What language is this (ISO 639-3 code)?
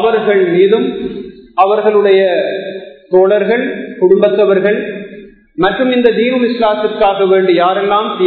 tam